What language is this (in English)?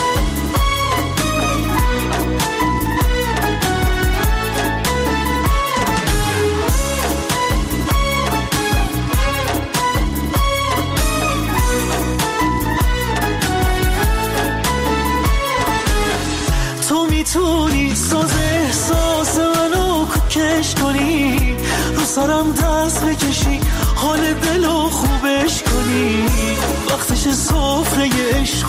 Persian